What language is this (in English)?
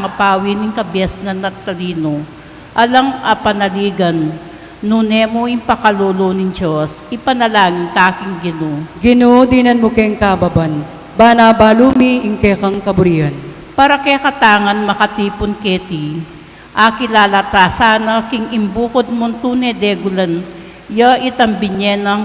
Pampanga